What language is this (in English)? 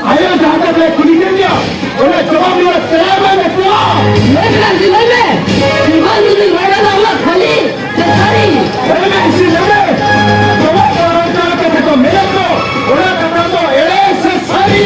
Santali